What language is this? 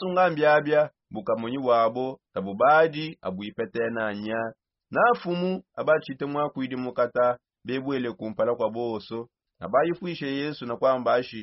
Songe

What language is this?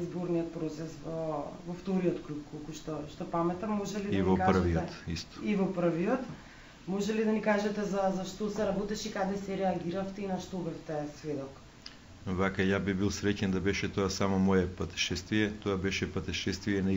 Macedonian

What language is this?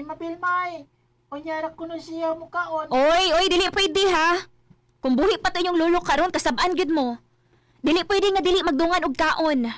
Cebuano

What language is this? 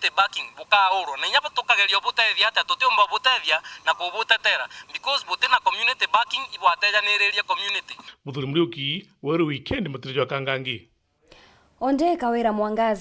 Meru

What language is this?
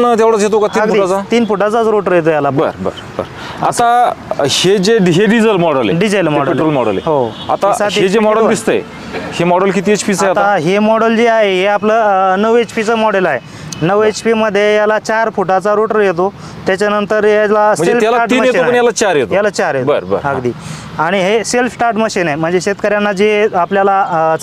Marathi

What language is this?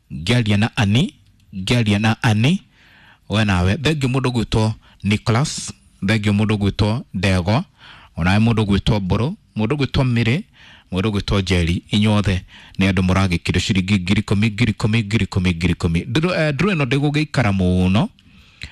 Kikuyu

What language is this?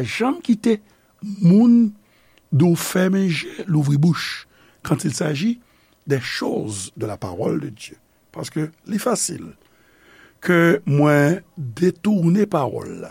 Haitian Creole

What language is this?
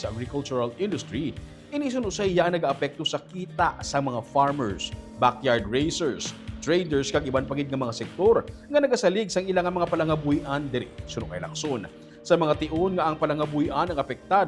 Hiligaynon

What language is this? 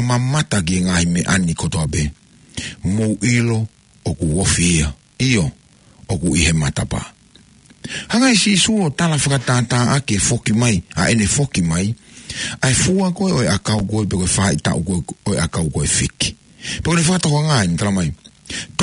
Tongan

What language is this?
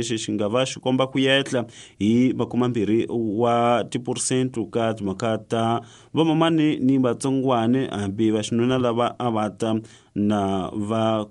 Tsonga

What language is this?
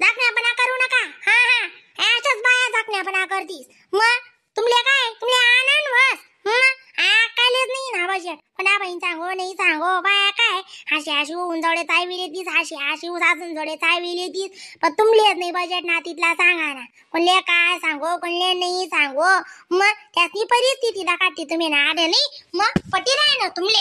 Khandesi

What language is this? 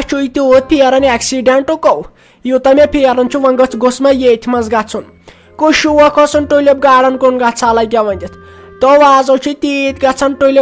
Kashmiri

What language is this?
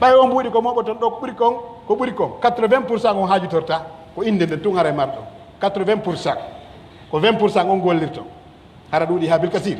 Pular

